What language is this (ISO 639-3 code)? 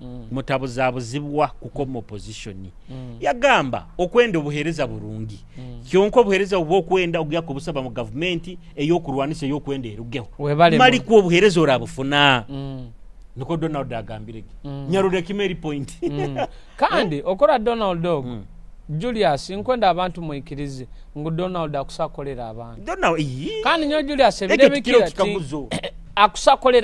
nyo